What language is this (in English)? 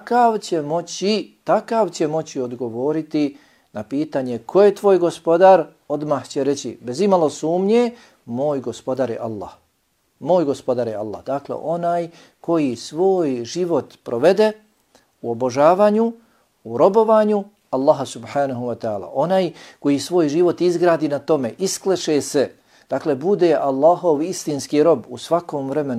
Bosnian